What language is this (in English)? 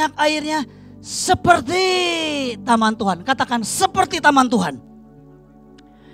Indonesian